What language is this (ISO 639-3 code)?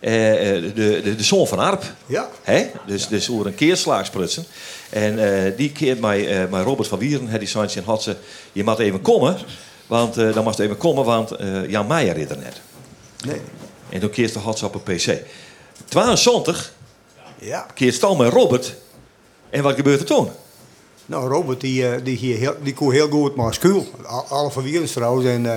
fry